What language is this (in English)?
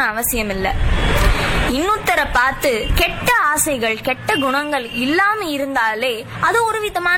Tamil